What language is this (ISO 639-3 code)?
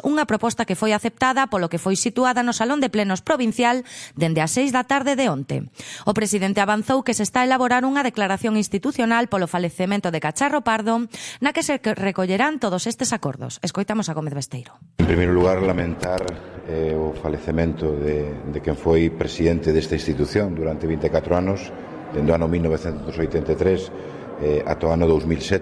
glg